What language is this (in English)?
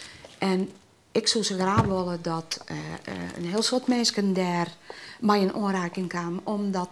Western Frisian